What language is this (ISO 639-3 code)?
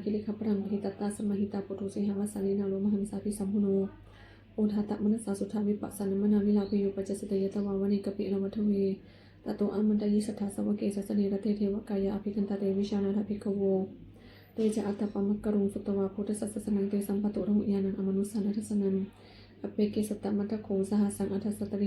pli